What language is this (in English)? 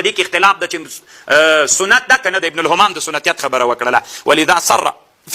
Pashto